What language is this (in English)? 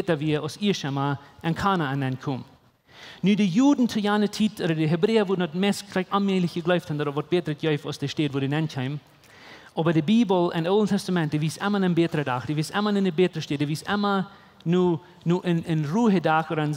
Plautdietsch